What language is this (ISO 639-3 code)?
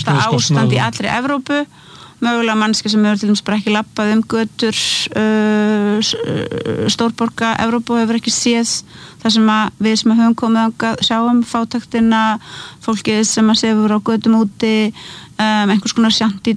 isl